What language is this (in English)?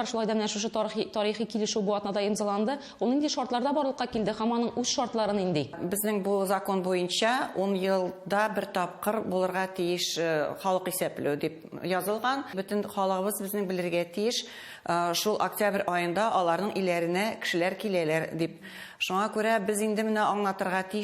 Tatar